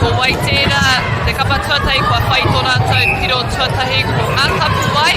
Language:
Māori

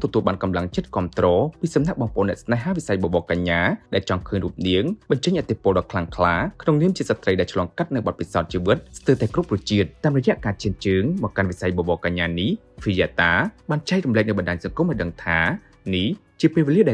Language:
Khmer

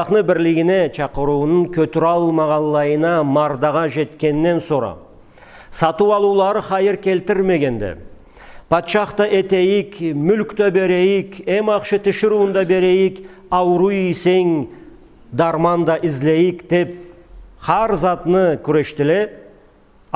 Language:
Karachay-Balkar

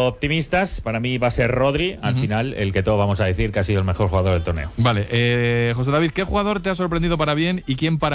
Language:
Spanish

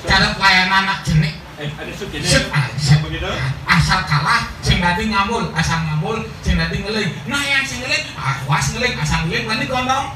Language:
Balinese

